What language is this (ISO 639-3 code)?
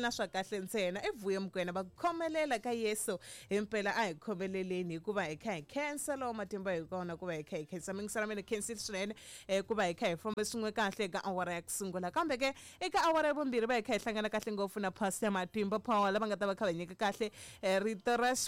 tso